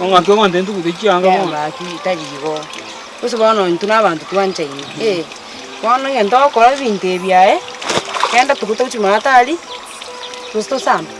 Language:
Gusii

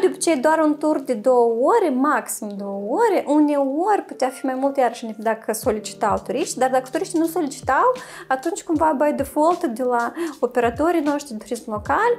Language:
Romanian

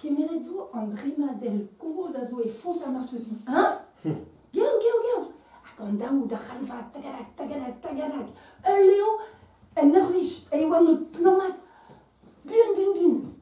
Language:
Breton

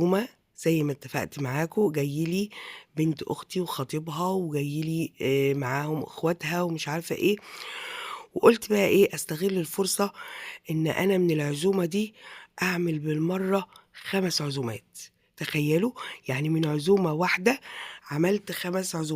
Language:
Egyptian Arabic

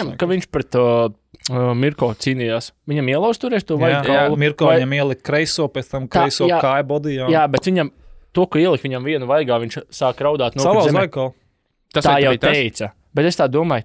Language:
Latvian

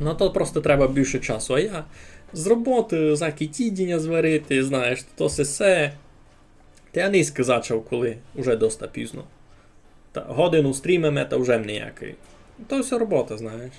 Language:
Rusyn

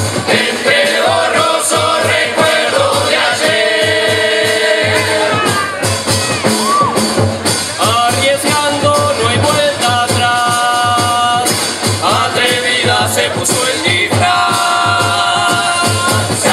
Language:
Spanish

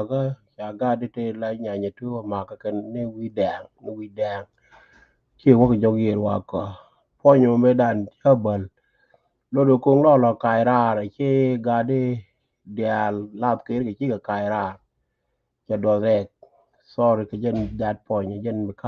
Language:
Nuer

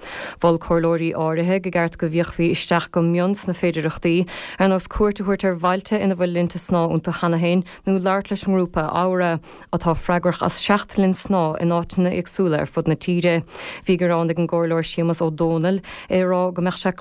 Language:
Irish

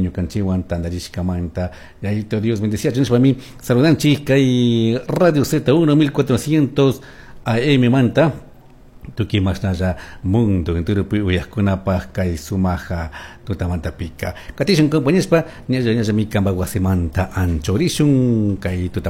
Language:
Chimborazo Highland Quichua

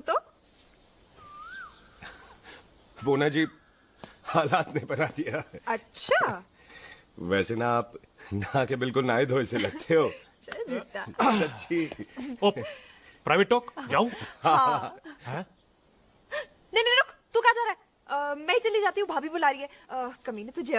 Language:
Hindi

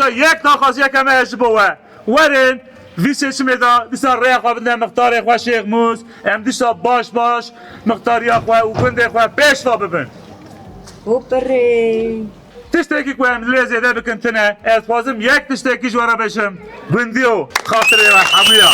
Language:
Kurdish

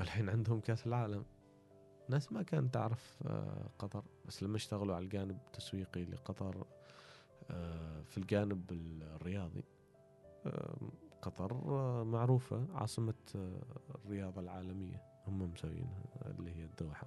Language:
Gulf Arabic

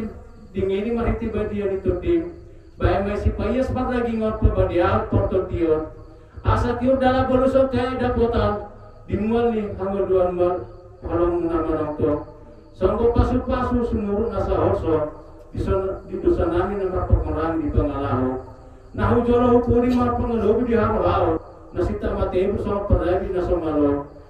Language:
Batak Toba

